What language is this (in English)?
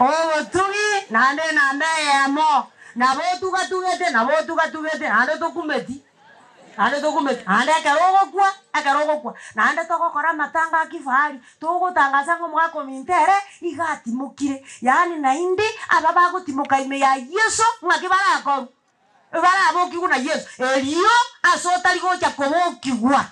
Gusii